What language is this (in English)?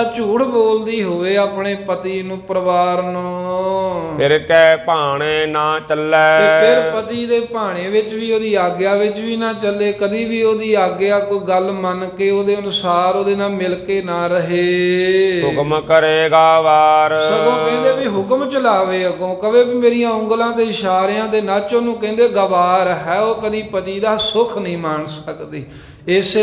Punjabi